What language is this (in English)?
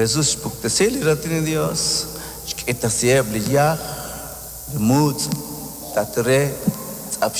Kekchí